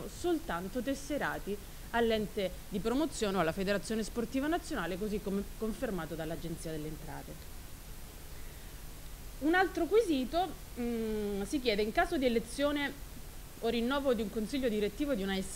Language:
Italian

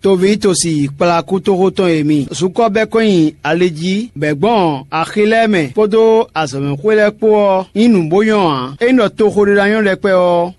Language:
Fon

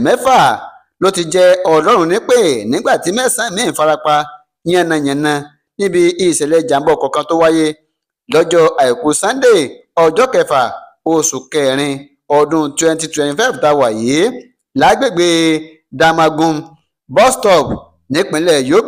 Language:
Yoruba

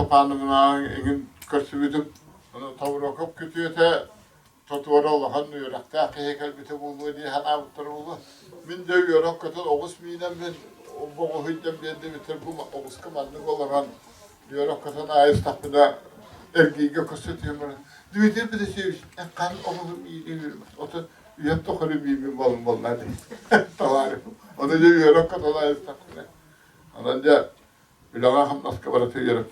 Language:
Yakut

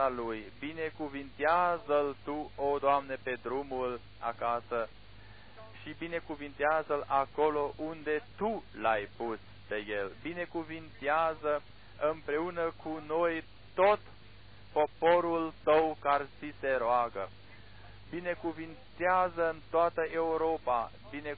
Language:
Romanian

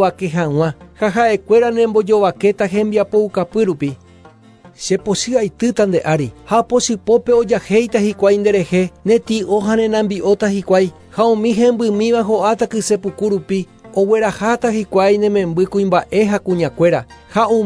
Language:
Guarani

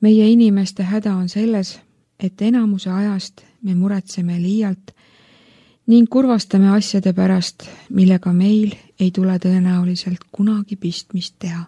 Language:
Estonian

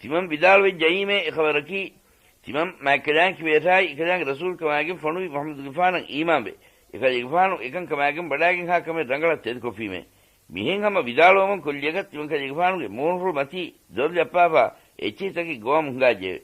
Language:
Divehi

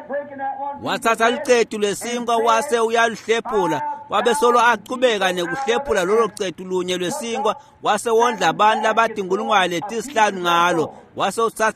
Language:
Swati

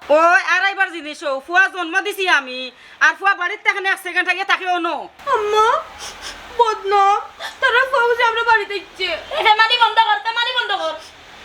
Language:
Sylheti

